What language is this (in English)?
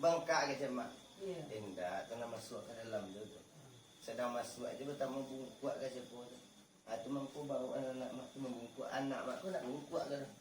Minangkabau